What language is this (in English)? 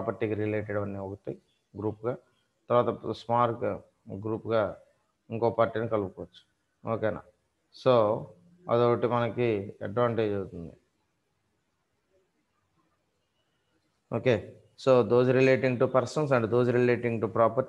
Telugu